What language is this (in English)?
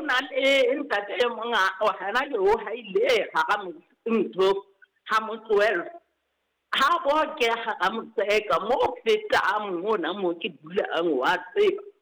Southern Sotho